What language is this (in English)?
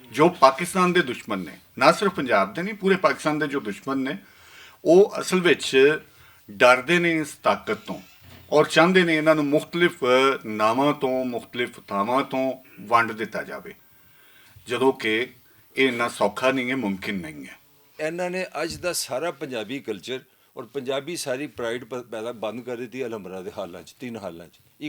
Western Panjabi